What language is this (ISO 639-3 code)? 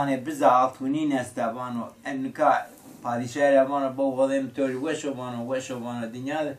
zza